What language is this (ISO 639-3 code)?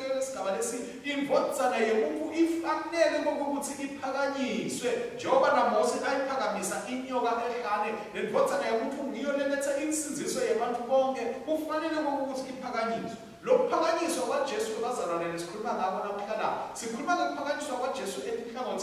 ssw